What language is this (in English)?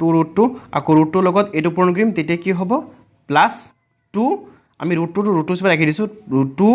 Assamese